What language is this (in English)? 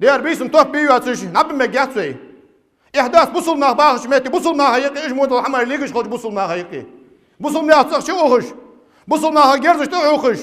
Ingush